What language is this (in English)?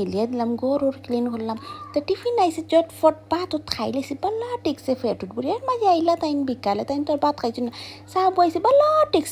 Sylheti